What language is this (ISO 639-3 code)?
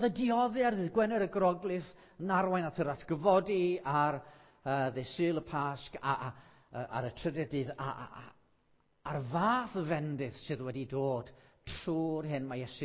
cym